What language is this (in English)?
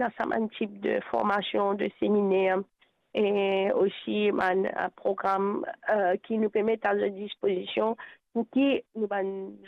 Morisyen